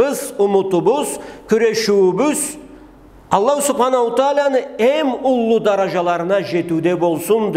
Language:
Karachay-Balkar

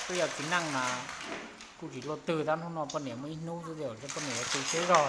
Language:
Hmong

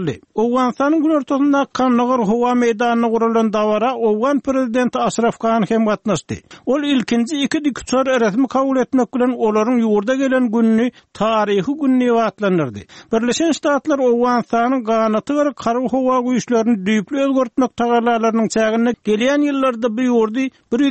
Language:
Turkmen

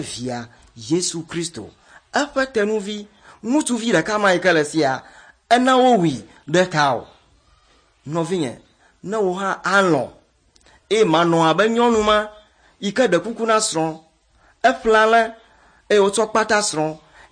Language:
Ewe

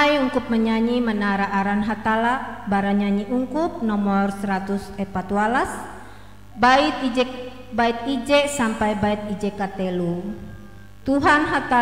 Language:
Ngaju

